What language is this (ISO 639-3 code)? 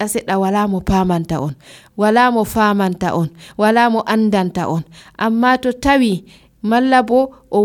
fuv